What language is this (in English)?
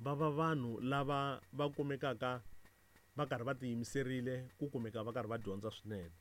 Tsonga